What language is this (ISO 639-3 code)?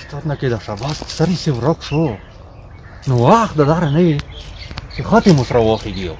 pus